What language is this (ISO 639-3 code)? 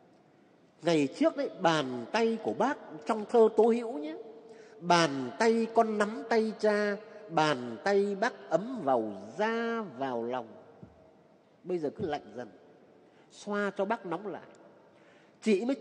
vie